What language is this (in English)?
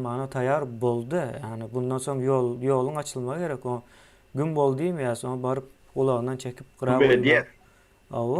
Turkmen